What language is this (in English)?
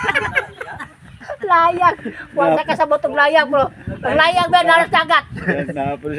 Cebuano